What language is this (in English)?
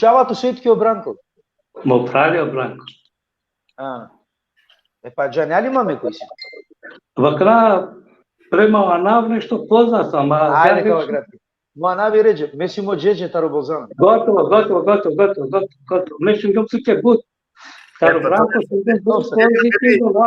Balkan Romani